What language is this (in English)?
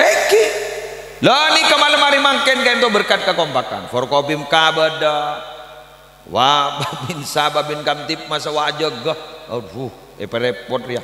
Madurese